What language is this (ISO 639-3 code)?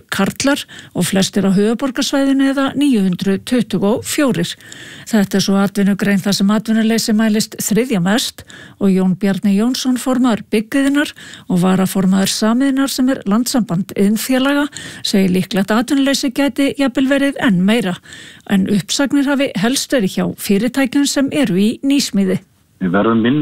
isl